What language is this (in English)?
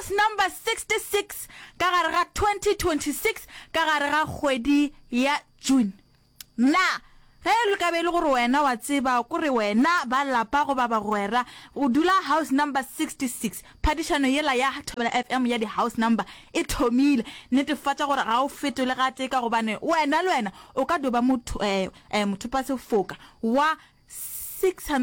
Northern Sotho